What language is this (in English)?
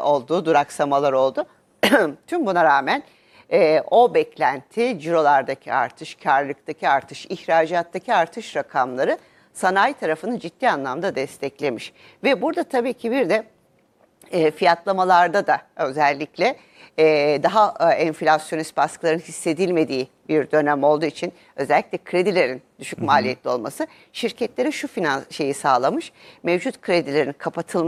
Turkish